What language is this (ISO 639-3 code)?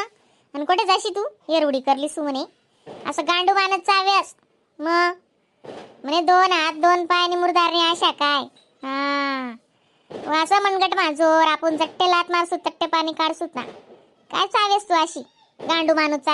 khn